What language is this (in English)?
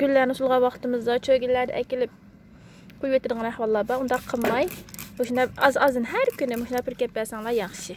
Uyghur